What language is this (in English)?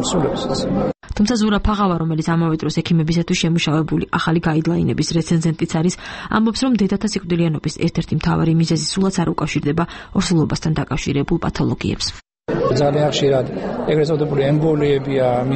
Georgian